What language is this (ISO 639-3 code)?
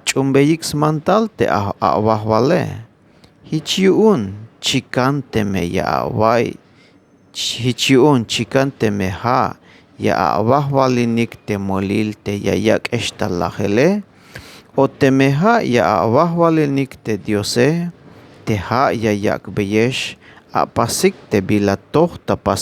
tzh